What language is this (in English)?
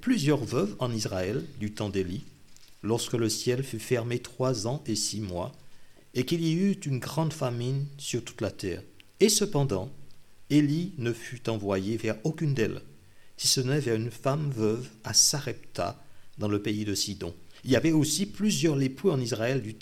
French